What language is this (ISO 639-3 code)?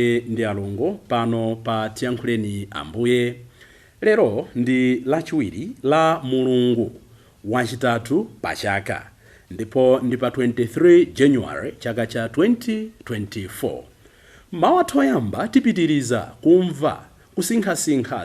nya